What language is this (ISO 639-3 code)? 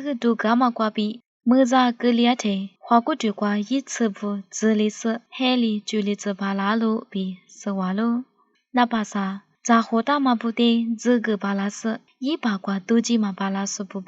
lis